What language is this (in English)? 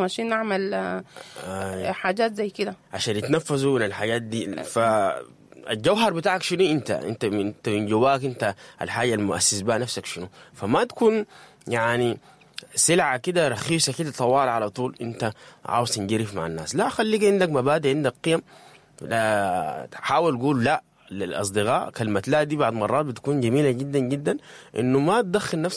Sudanese Arabic